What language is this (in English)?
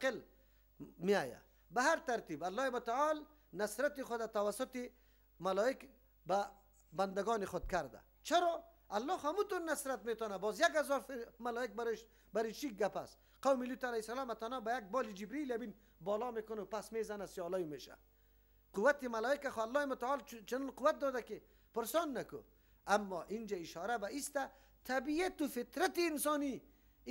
Persian